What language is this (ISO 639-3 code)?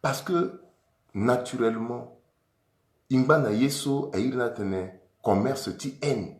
sag